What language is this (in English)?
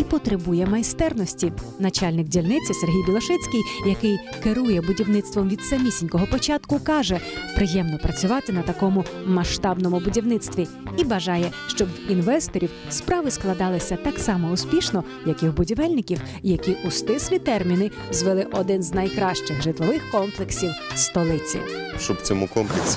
Ukrainian